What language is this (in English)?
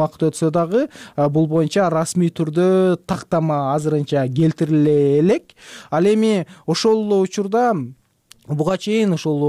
Kyrgyz